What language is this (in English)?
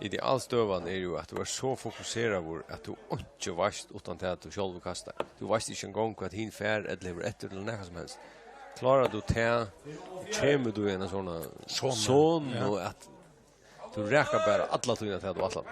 Faroese